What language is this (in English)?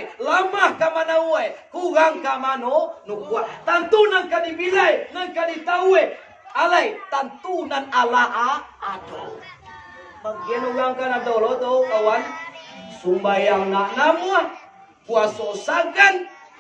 Minangkabau